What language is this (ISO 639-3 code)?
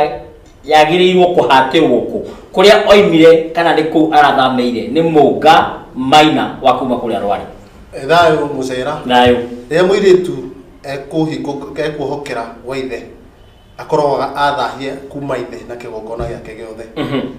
kik